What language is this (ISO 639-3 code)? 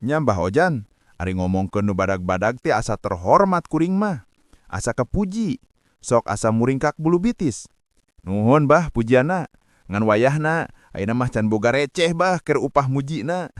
sun